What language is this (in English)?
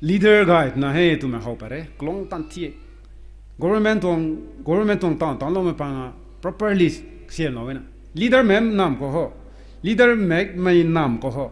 Rongmei Naga